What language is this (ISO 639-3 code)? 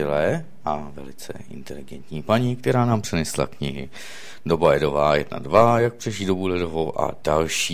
ces